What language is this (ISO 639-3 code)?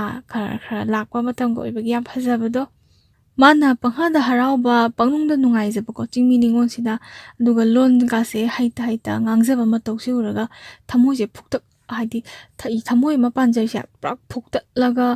mni